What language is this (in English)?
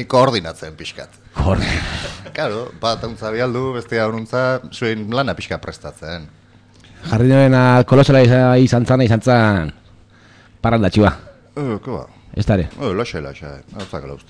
Basque